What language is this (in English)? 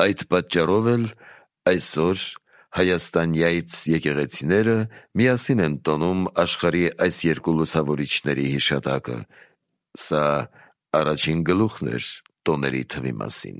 Armenian